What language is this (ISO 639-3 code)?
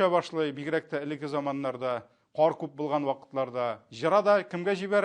tat